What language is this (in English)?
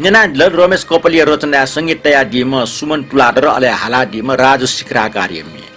Newari